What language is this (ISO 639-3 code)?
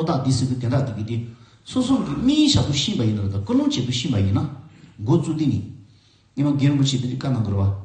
bod